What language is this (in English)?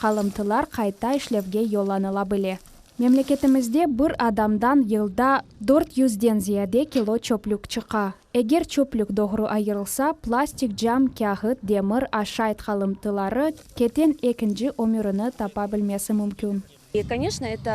Crimean Tatar